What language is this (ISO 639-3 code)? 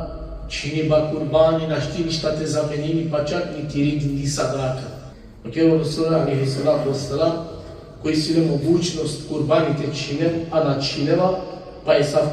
rmn